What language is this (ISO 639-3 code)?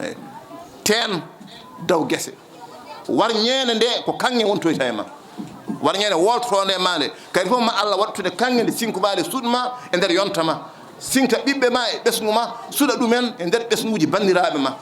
ful